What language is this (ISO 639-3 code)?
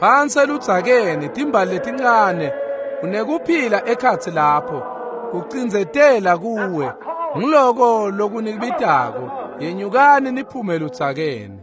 ssw